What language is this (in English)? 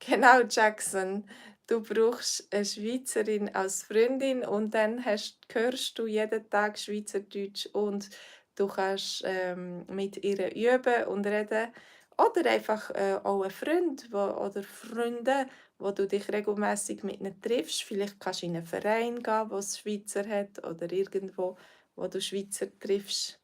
Swiss German